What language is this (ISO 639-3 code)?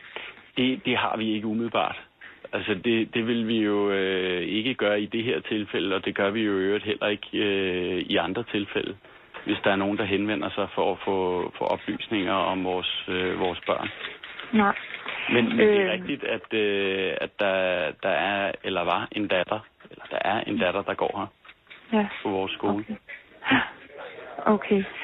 dan